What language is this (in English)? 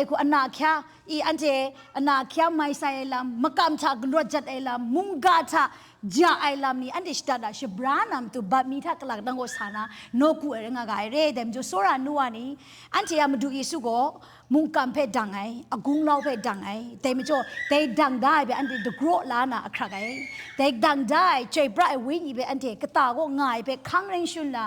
Kachin